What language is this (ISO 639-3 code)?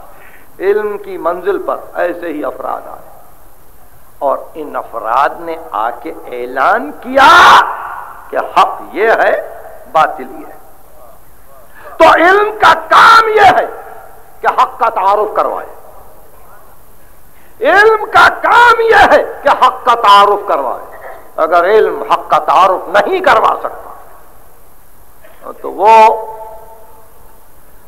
urd